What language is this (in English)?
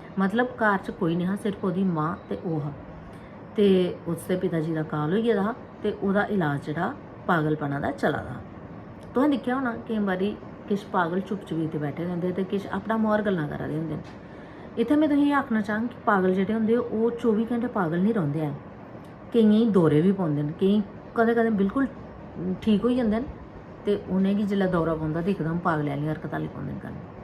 Dogri